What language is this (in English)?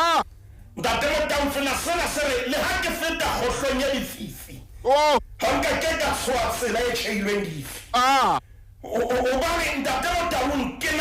Southern Sotho